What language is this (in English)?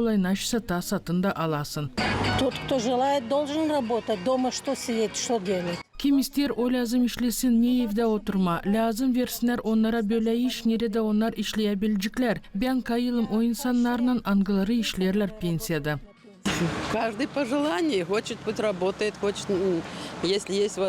Gagauz